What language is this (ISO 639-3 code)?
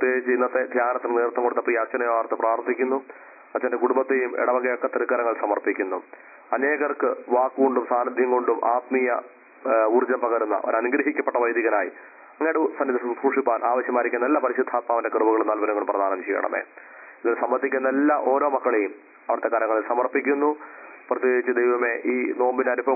mal